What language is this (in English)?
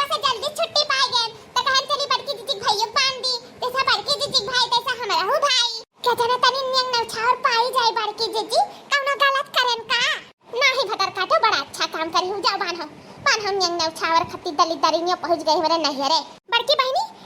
Awadhi